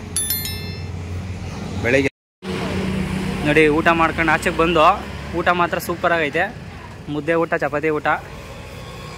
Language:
Kannada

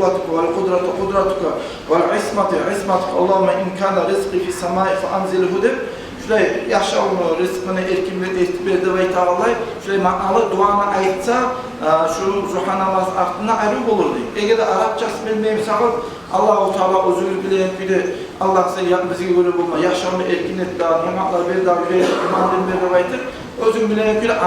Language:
Kumyk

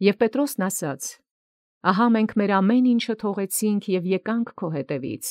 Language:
Armenian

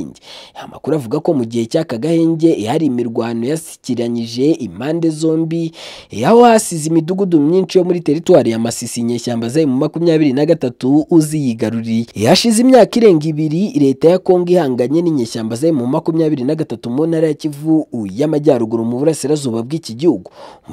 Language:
Kinyarwanda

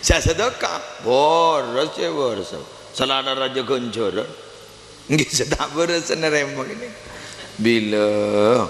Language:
Madurese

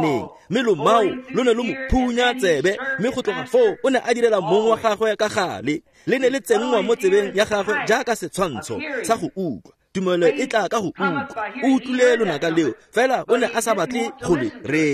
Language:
Tswana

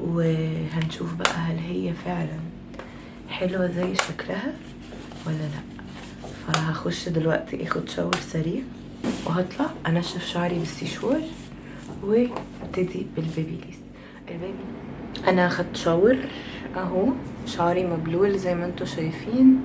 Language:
Egyptian Arabic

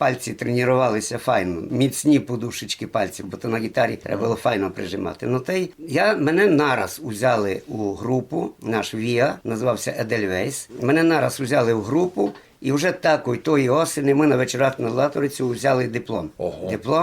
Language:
Rusyn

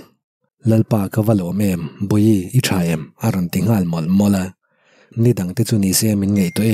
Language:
Mizo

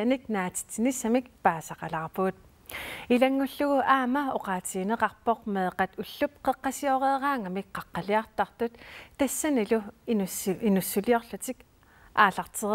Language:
Kalaallisut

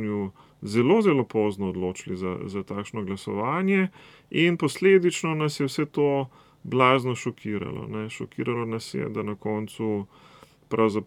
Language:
Slovenian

